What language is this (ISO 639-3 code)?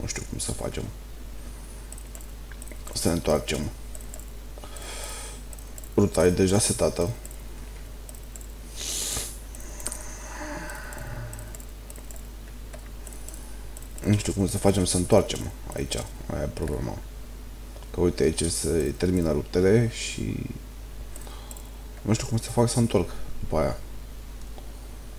ron